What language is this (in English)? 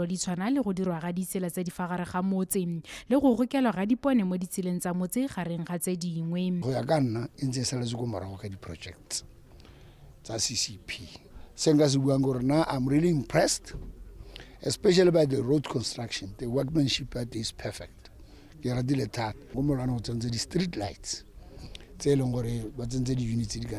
Tswana